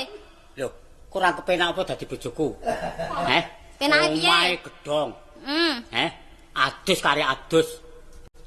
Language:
Javanese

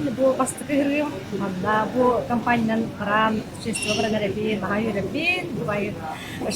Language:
Yakut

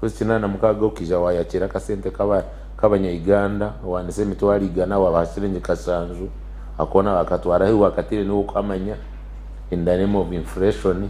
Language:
Nyankole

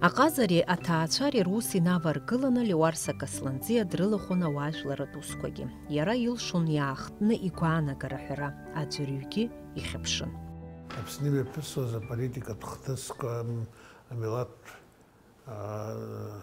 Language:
Abkhazian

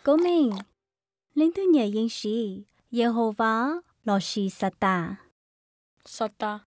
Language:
Hmong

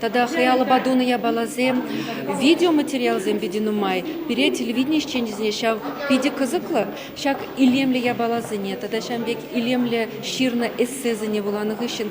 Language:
Chuvash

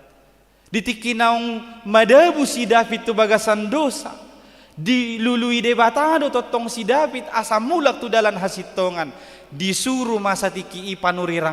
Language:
Batak Toba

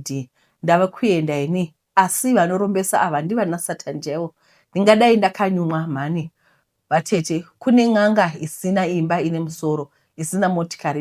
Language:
Shona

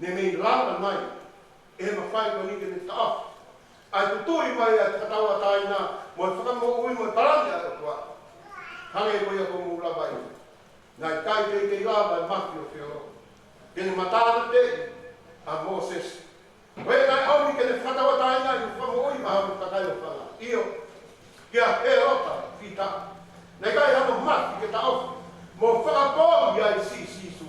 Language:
Tongan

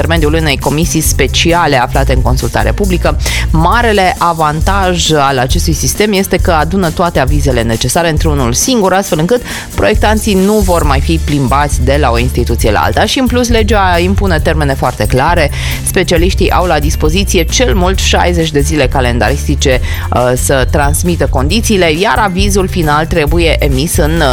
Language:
Romanian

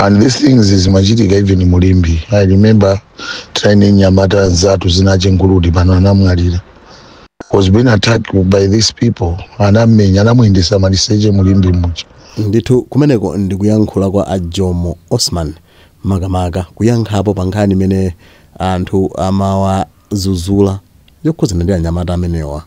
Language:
Nyanja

